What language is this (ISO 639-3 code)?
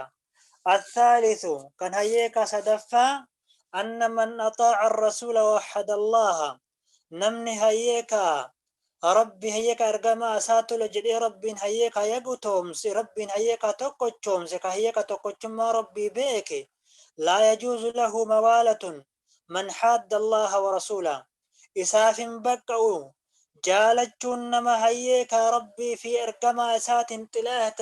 orm